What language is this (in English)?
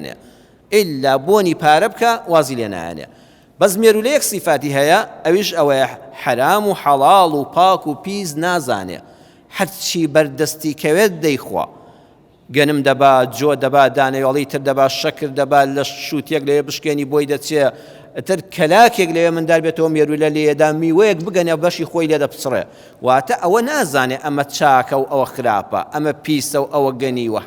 Central Kurdish